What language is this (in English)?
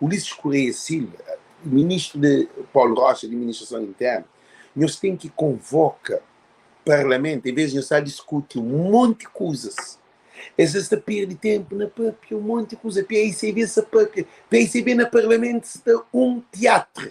Kabuverdianu